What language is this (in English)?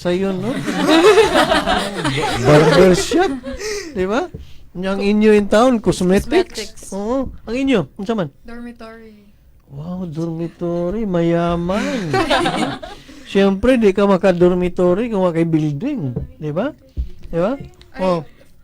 Cebuano